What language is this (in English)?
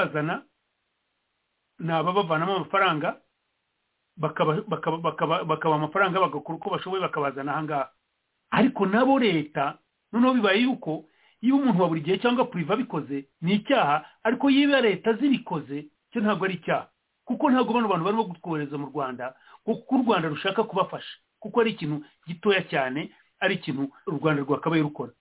Kinyarwanda